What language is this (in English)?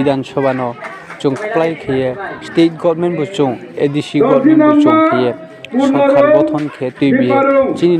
Riang (India)